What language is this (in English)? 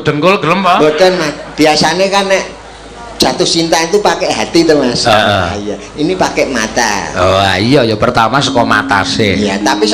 Javanese